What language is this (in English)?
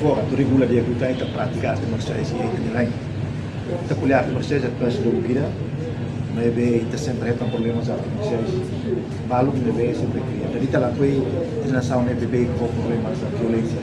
Tetum